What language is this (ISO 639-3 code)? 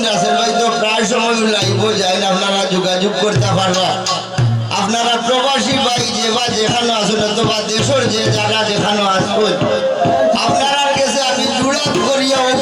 syl